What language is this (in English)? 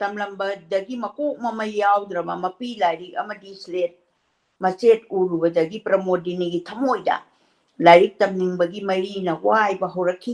Manipuri